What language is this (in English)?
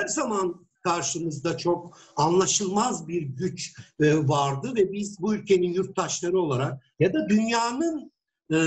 Turkish